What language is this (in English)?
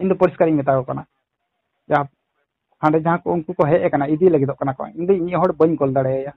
Santali